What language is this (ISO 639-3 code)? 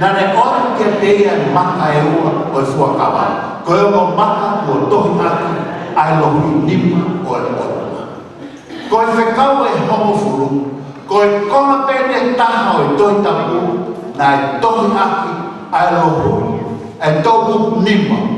ton